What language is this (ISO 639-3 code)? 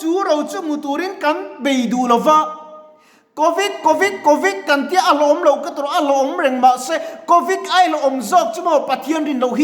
lus